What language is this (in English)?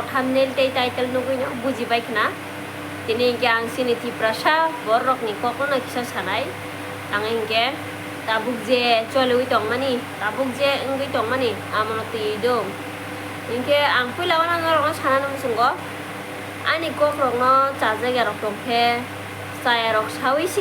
Kok Borok